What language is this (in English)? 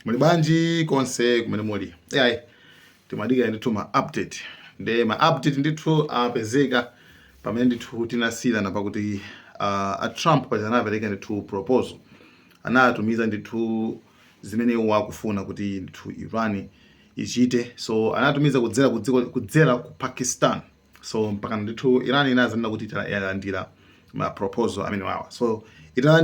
Nyanja